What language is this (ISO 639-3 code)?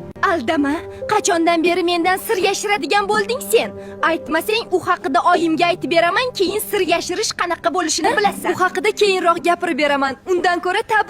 uzb